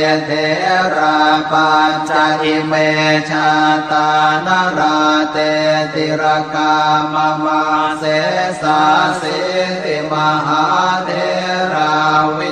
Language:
Pali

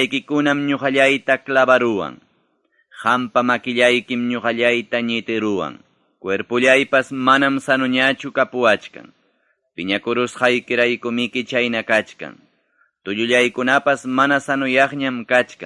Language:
Ayacucho Quechua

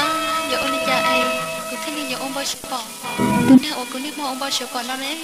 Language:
Hmong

